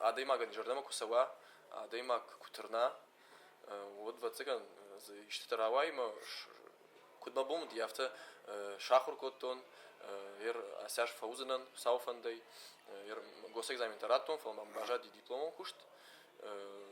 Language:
Ossetic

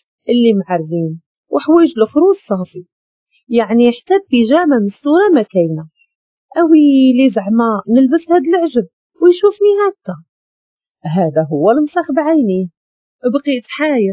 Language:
Moroccan Arabic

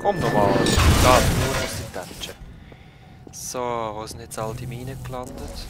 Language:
Swiss German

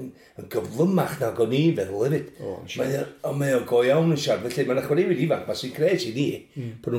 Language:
Welsh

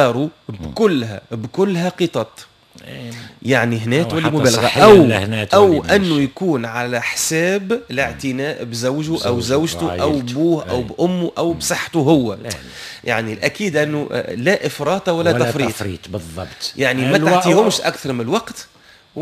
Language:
Tunisian Arabic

